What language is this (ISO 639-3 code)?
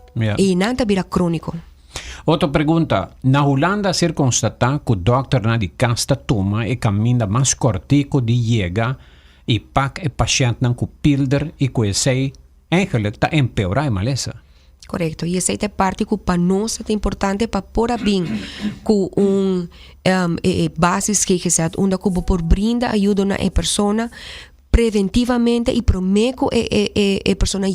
pap